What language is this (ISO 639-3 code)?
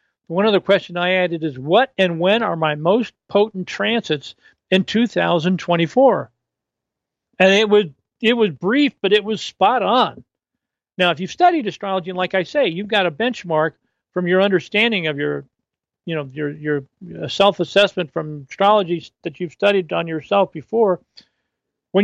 eng